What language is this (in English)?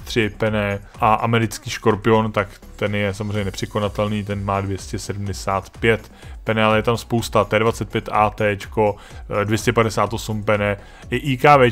Czech